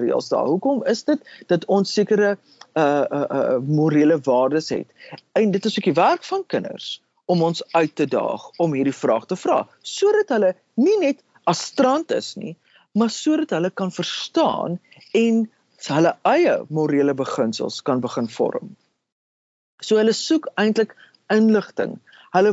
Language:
Afrikaans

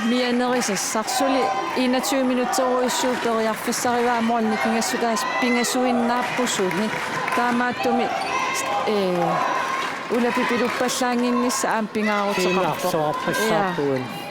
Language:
Kalaallisut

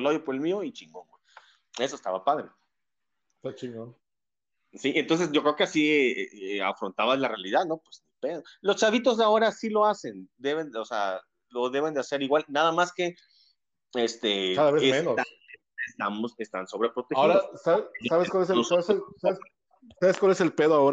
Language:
Spanish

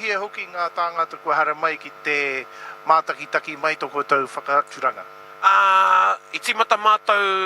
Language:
Māori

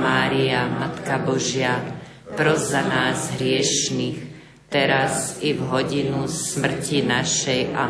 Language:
Slovak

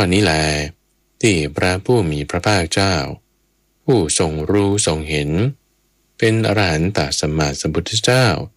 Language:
Thai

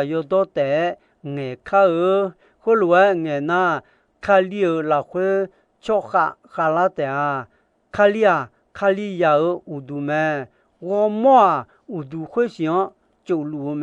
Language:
Akha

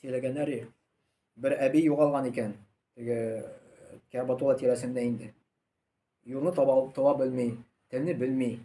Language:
Tatar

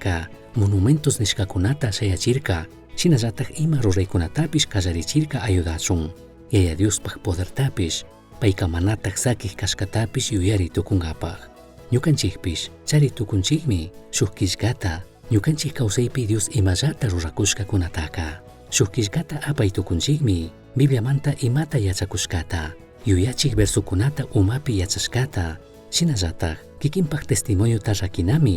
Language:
Chimborazo Highland Quichua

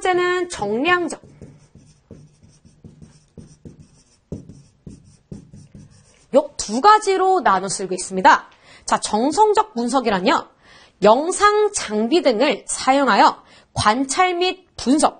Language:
Korean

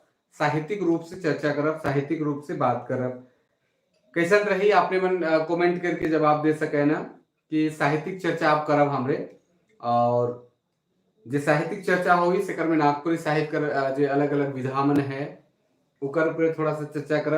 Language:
Sadri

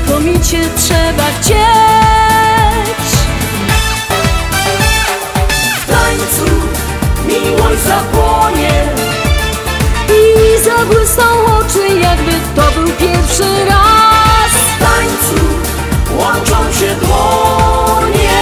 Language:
Polish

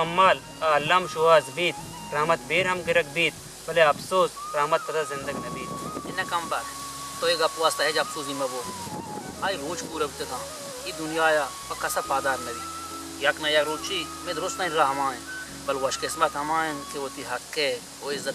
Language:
Baluchi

